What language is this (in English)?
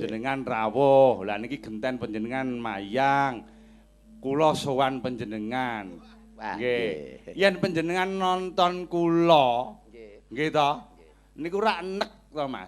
Javanese